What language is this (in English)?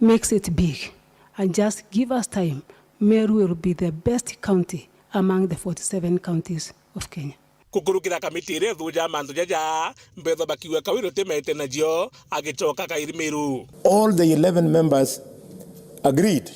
Meru